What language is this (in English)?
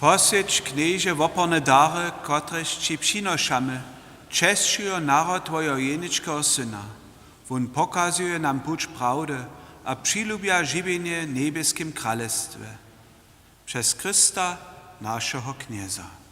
Upper Sorbian